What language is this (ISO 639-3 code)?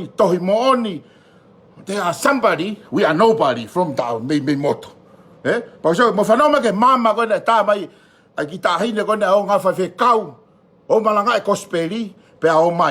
ton